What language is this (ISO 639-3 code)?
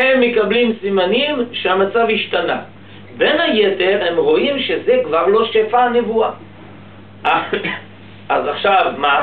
heb